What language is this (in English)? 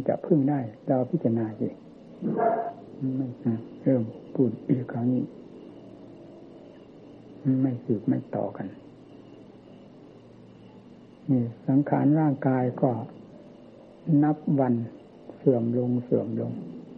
Thai